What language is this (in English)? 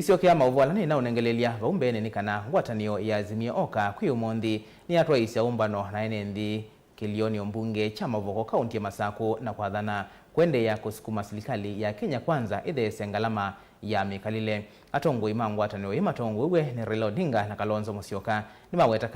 Kamba